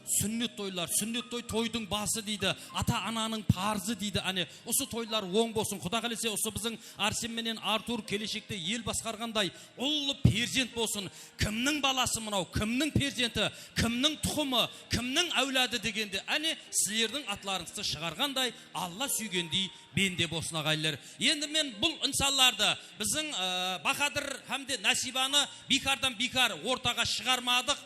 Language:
Kara-Kalpak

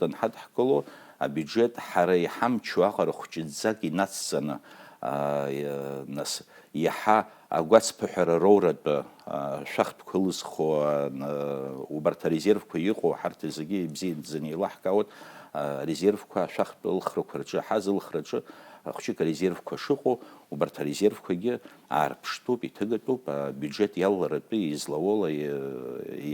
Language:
Abkhazian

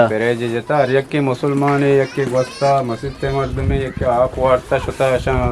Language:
Eastern Balochi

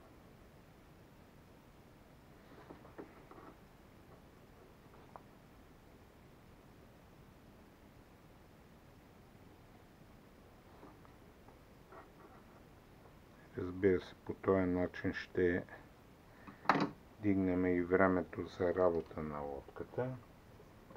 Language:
Bulgarian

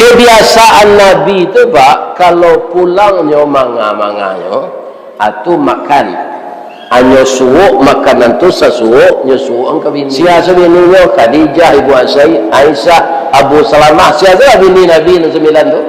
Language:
Minangkabau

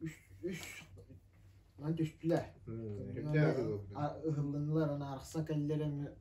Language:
Yakut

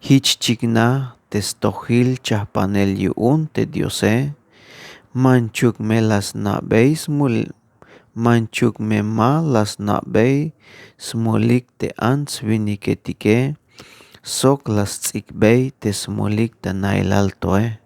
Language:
Tzeltal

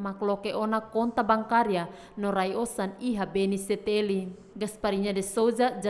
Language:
Tetum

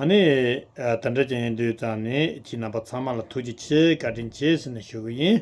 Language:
Tibetan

